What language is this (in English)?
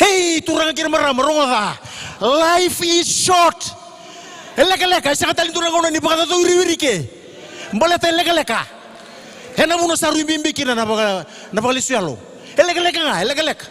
Fijian